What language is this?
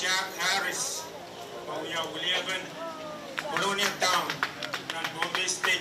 Pohnpeian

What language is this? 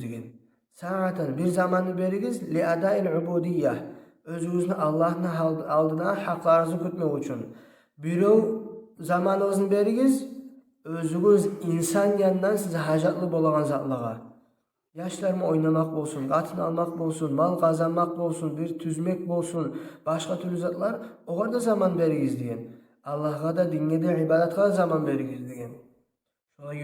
Kumyk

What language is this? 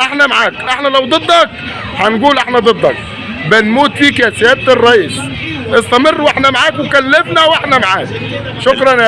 Egyptian Arabic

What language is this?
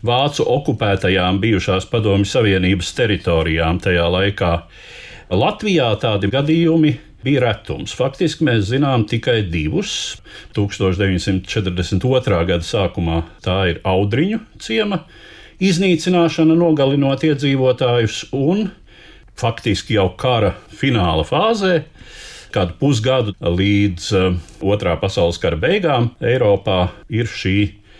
Latvian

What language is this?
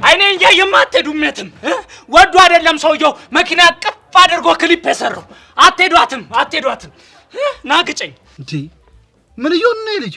Amharic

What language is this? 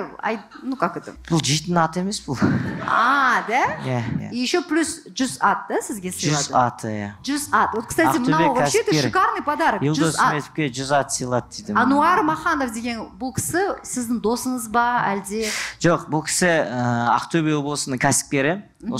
Kazakh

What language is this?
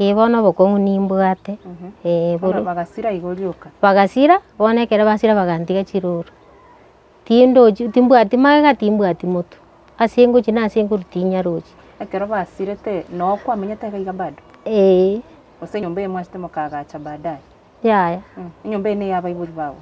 Gusii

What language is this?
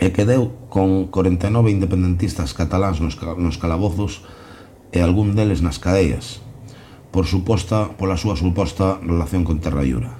Galician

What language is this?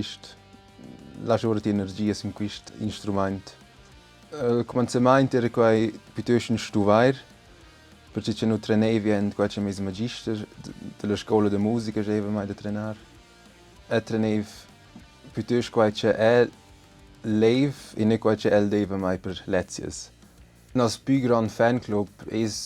Romansh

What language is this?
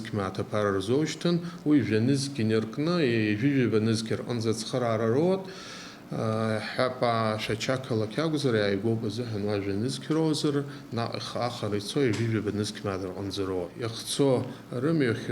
Abkhazian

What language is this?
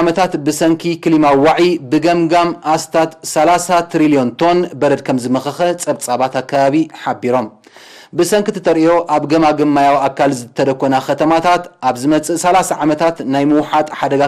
Tigrinya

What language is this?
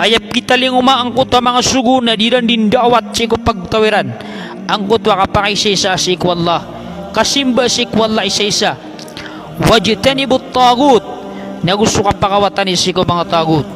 Maranao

